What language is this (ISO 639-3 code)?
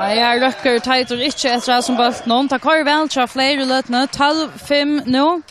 fao